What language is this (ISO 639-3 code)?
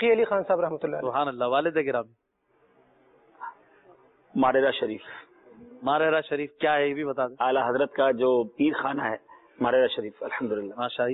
urd